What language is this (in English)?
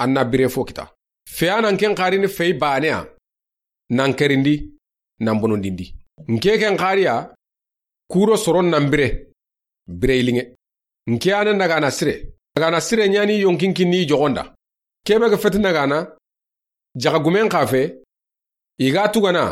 Soninke